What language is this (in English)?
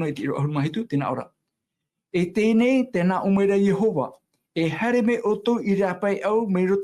Tahitian